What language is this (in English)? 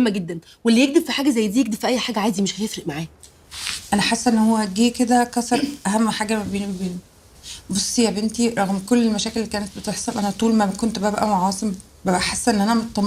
Egyptian Arabic